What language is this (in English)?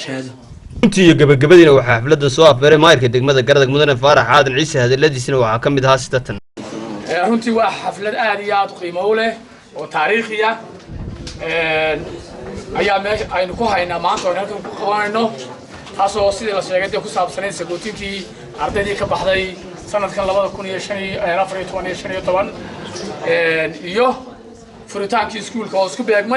Somali